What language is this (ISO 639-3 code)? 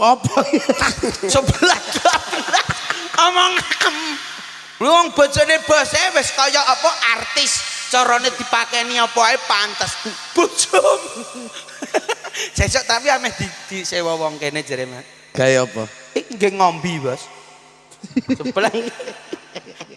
jav